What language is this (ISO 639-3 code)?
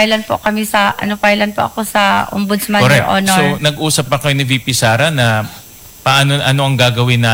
fil